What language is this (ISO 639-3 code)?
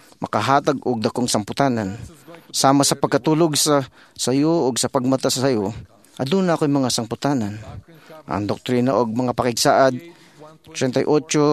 ceb